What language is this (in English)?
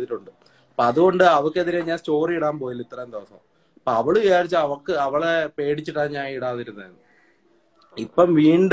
Malayalam